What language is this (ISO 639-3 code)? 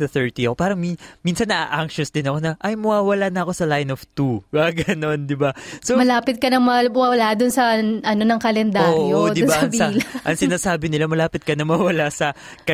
fil